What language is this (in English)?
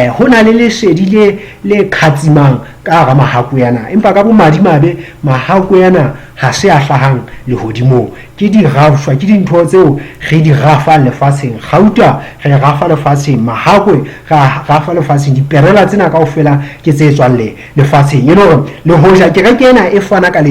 Southern Sotho